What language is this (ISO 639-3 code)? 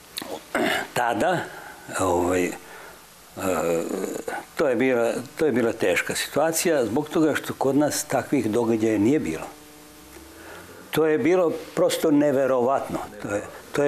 srp